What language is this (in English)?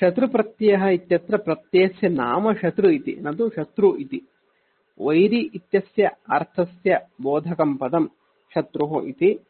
Sanskrit